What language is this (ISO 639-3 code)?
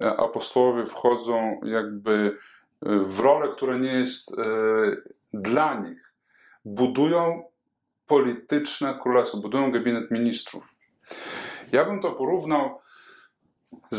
pol